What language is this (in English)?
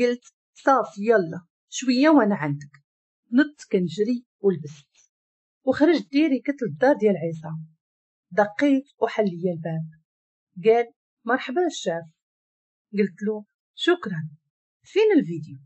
Moroccan Arabic